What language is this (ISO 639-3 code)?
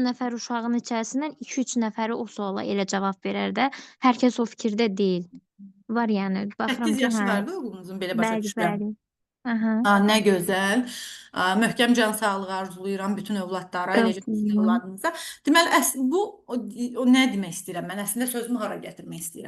aze